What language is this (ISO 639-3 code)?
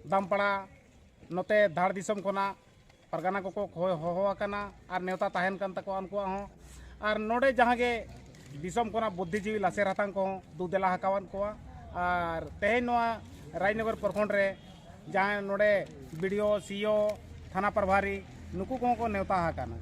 sat